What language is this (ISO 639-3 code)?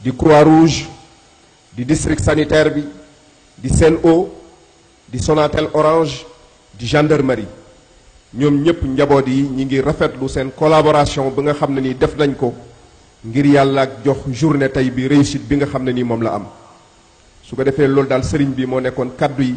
wol